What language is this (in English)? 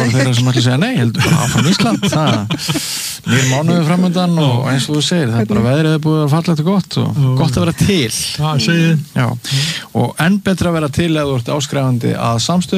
Icelandic